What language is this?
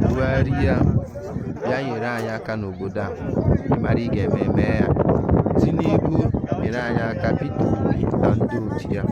Igbo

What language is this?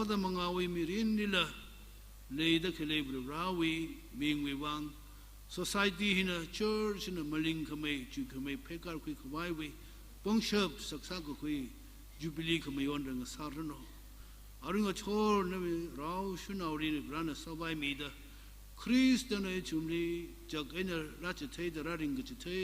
Tangkhul Naga (India)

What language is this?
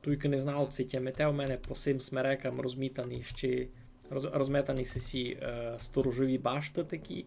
Rusyn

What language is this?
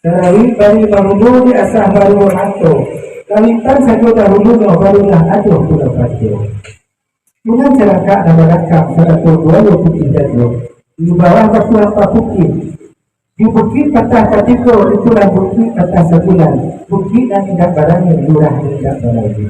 Minangkabau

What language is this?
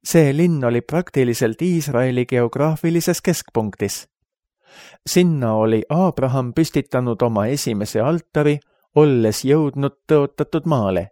Estonian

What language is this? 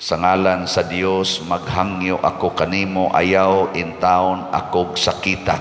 Cebuano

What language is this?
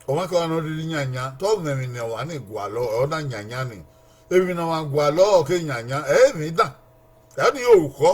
Bini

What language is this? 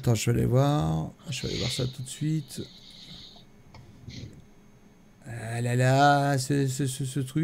French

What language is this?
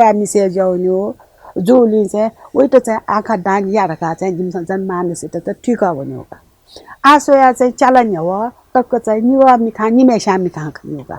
Newari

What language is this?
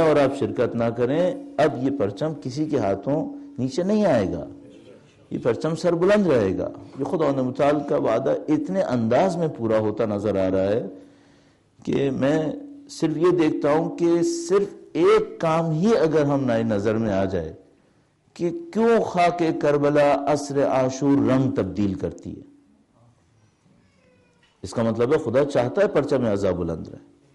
Urdu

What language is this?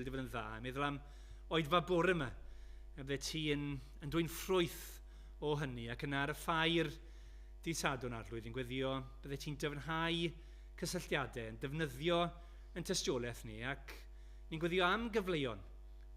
Welsh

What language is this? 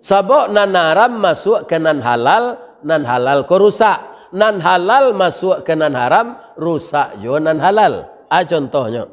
Minangkabau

